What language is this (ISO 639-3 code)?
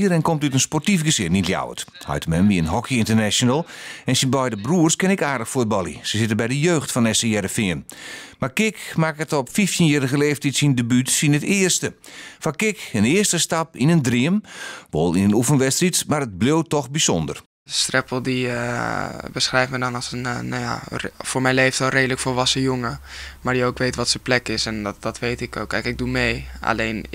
fry